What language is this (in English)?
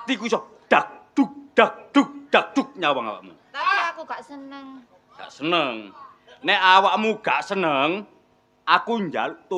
Javanese